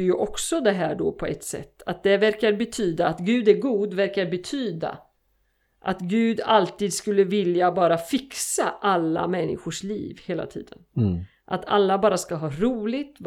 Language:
Swedish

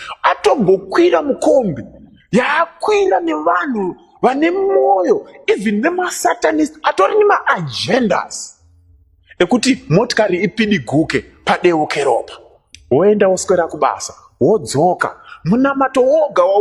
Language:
Shona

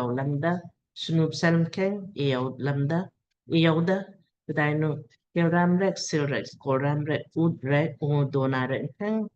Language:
Lamkang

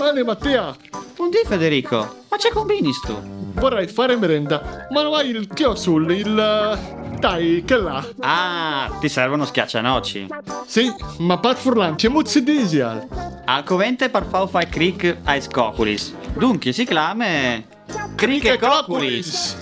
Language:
Friulian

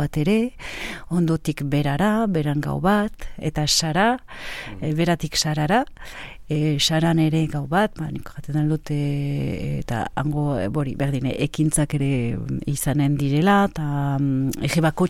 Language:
Basque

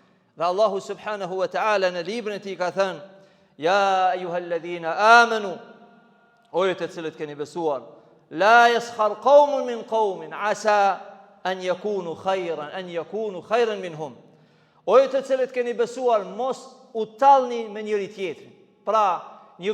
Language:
Albanian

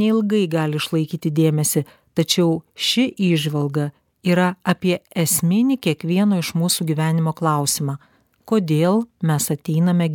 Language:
Lithuanian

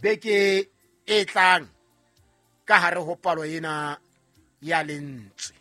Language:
Southern Sotho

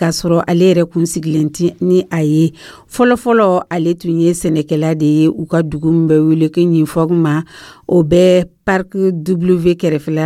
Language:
Dyula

